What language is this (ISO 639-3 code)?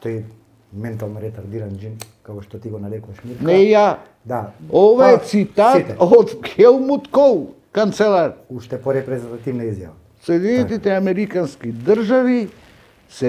mkd